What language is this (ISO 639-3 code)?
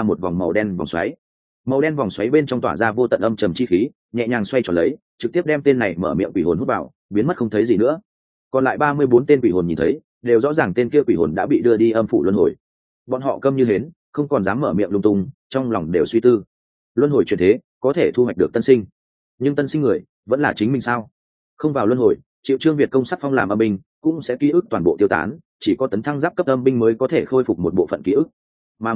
vie